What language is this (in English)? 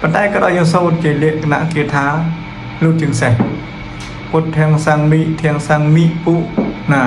Khmer